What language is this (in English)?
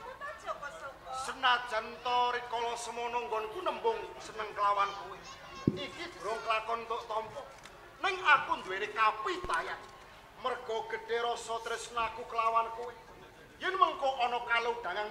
Javanese